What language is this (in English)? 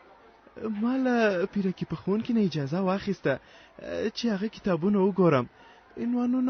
Pashto